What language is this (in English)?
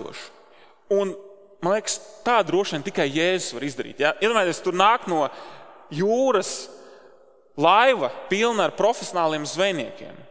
Latvian